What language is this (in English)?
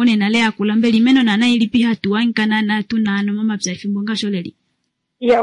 Kuanyama